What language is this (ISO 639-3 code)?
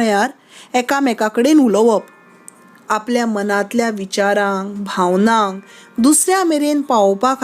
kok